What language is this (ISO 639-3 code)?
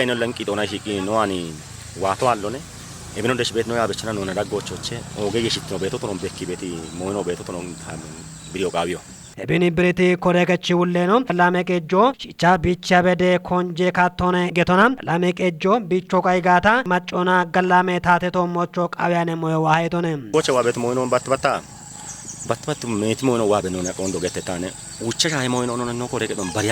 kbr